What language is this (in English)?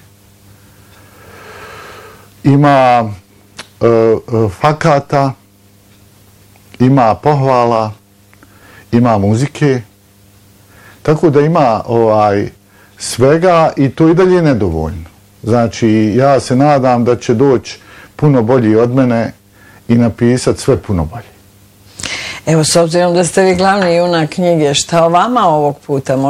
Bosnian